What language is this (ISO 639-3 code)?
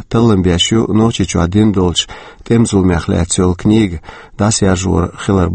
che